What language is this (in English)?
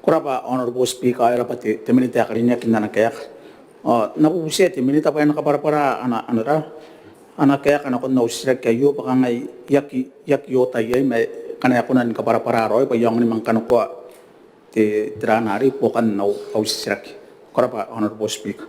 Gilbertese